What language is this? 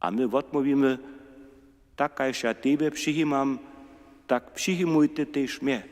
Upper Sorbian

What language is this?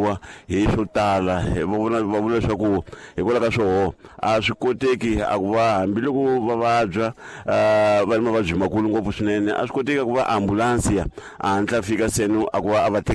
Tsonga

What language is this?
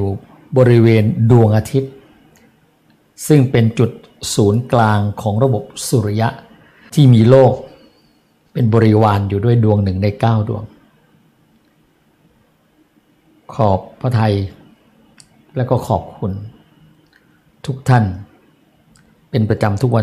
Thai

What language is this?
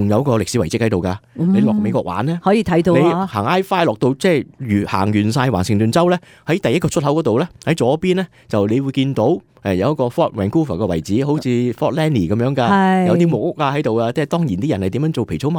Cantonese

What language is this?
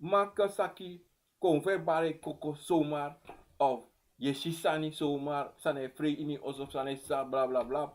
Sranan Tongo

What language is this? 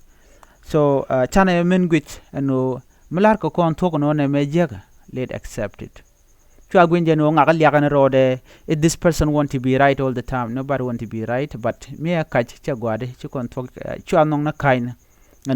Nuer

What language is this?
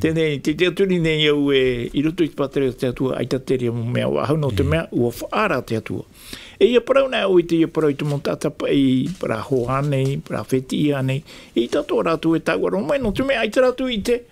Tahitian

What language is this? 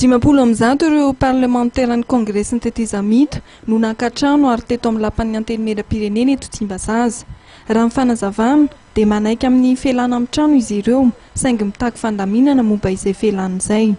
Malagasy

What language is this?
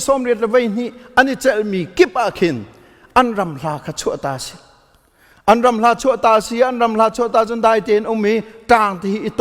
Hakha Chin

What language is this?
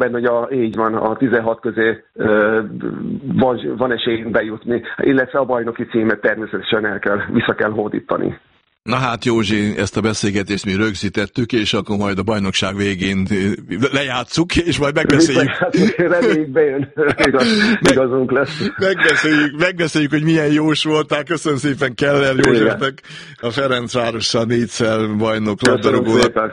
Hungarian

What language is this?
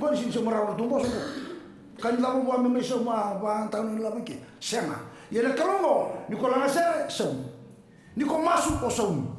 Fijian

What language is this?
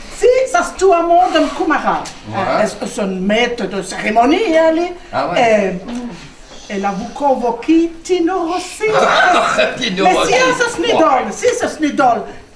Picard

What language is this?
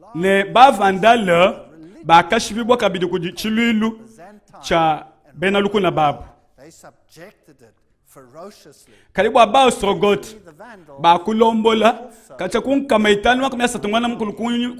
Luba-Lulua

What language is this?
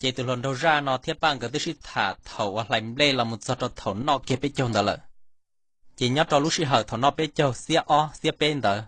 Hmong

